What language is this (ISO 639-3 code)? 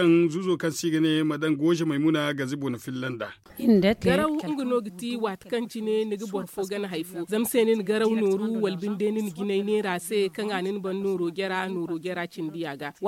dje